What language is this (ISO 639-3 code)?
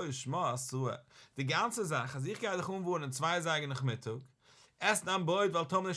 yid